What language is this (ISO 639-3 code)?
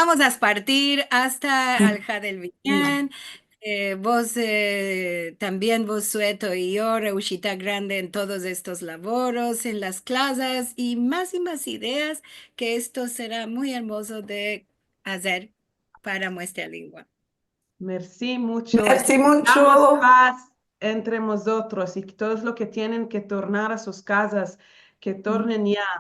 lad